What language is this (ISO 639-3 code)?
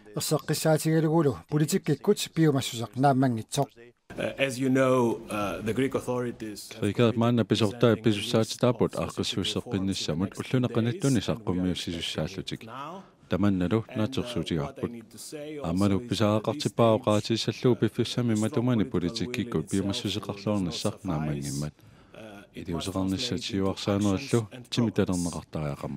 kal